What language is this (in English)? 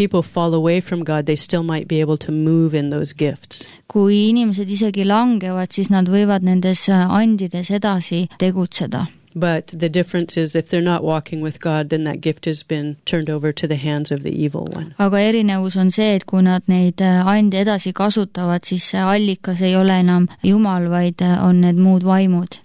Estonian